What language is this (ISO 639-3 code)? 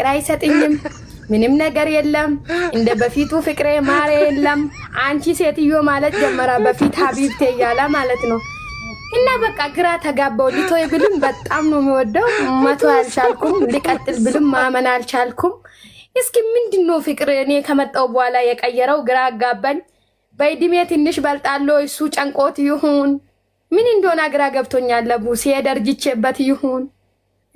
amh